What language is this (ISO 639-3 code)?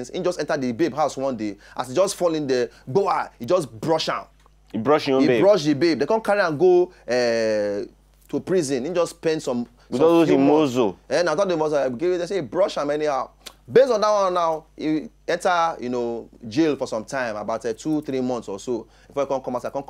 pcm